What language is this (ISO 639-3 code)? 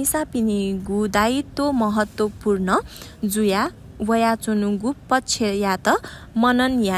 new